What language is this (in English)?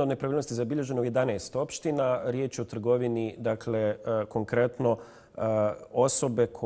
Bosnian